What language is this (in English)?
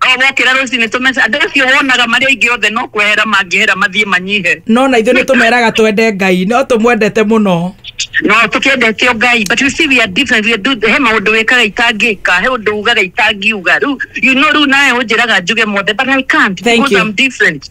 Kikuyu